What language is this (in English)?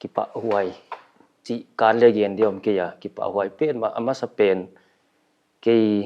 Paite Chin